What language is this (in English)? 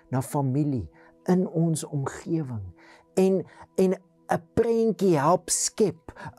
Afrikaans